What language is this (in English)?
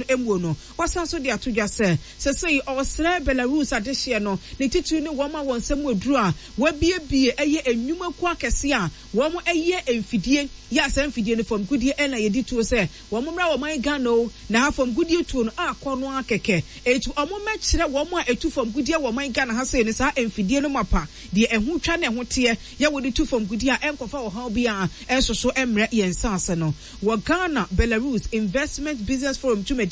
Akan